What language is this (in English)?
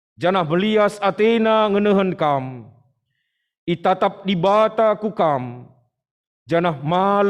Batak Karo